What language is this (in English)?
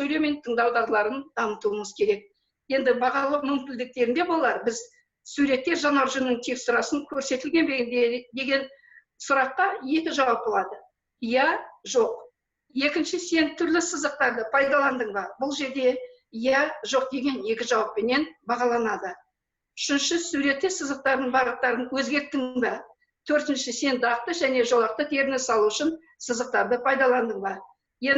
Kazakh